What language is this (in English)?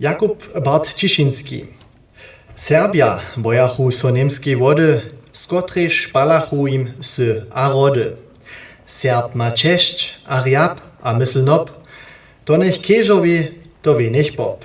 Upper Sorbian